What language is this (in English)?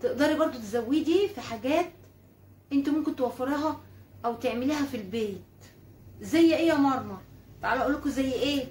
Egyptian Arabic